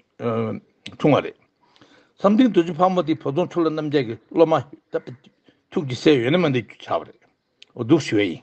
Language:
Tibetan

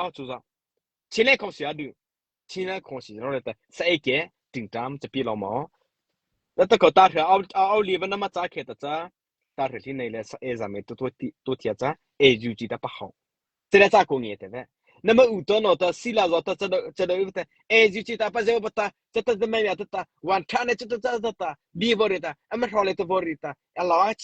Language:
Mara Chin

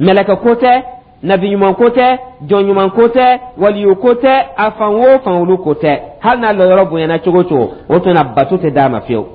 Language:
Dyula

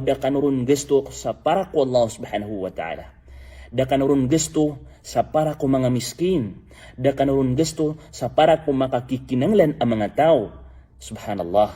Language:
Maranao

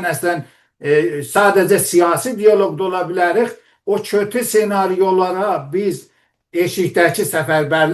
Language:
South Azerbaijani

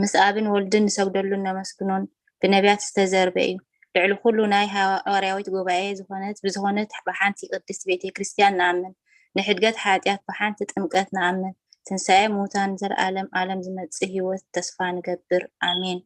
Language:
Tigrinya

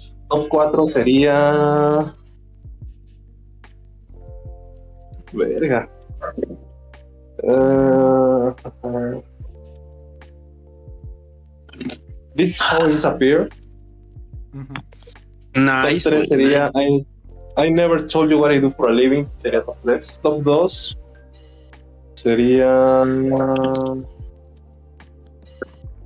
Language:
Spanish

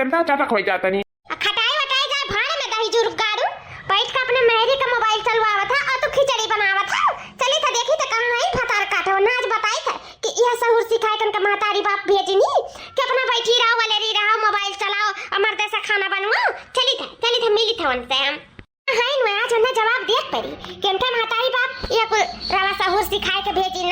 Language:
Awadhi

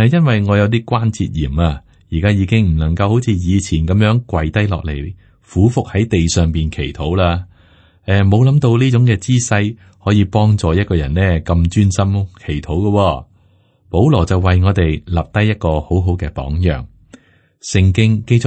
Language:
Cantonese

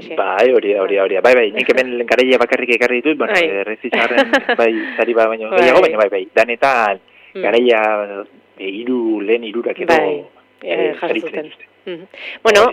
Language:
Basque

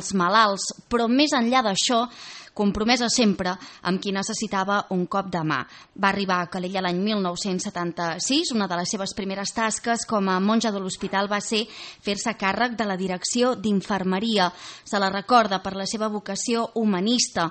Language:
Catalan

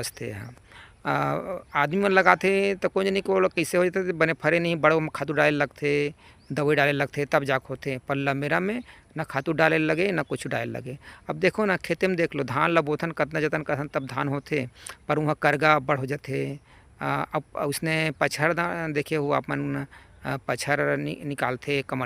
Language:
Chhattisgarhi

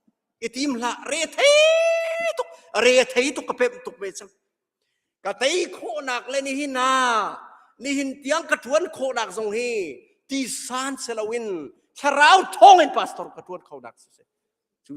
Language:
Hakha Chin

